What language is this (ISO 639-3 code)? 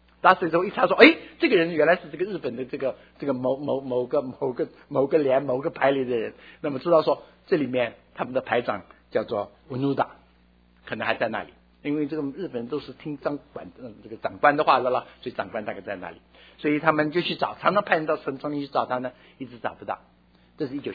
zho